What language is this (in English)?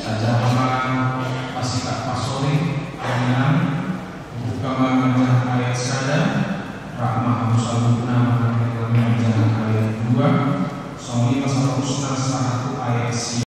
Batak Toba